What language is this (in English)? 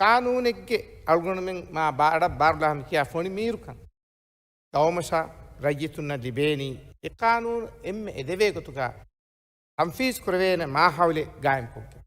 Divehi